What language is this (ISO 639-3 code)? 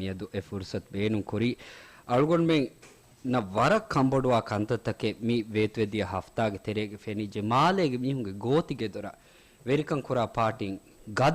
div